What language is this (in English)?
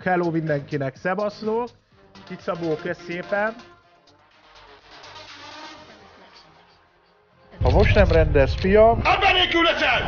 Hungarian